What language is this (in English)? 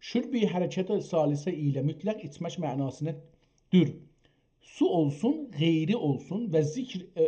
South Azerbaijani